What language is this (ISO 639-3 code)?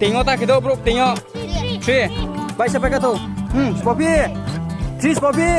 ria